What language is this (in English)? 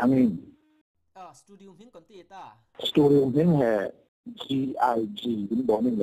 Falam Chin